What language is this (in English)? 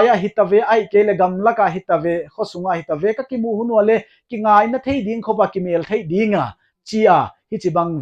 Paite Chin